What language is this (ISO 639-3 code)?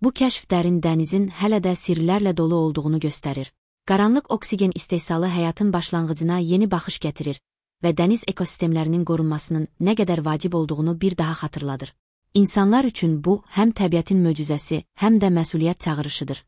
aze